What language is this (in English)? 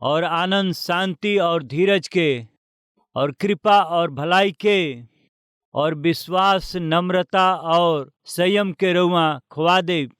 Bhojpuri